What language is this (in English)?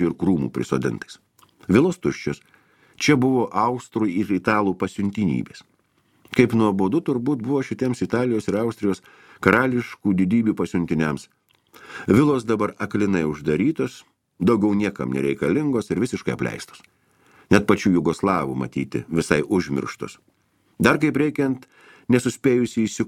Lithuanian